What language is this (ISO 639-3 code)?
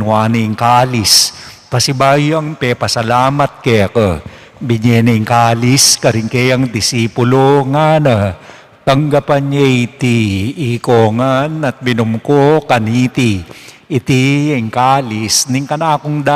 pam